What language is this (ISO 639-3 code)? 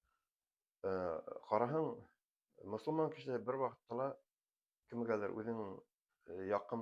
bak